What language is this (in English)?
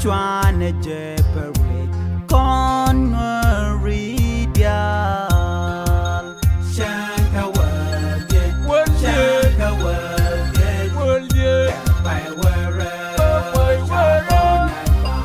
Nuer